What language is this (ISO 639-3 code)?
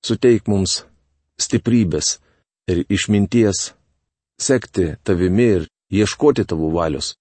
lit